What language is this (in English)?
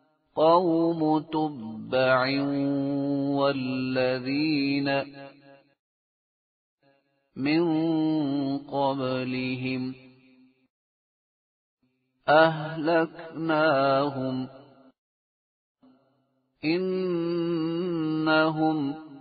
Arabic